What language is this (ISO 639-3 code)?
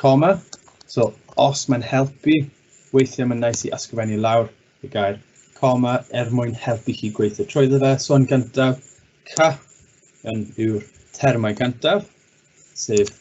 cym